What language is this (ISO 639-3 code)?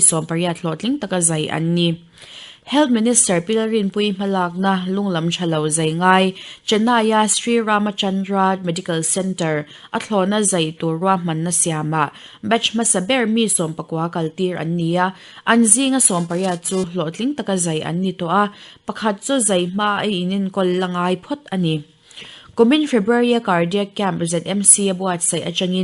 lus